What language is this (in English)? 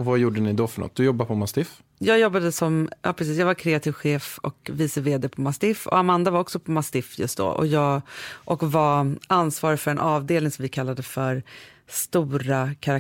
Swedish